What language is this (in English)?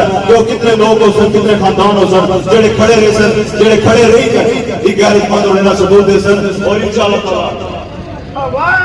Pahari-Potwari